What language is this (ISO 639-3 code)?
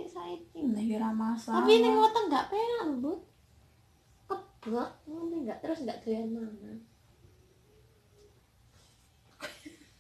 jav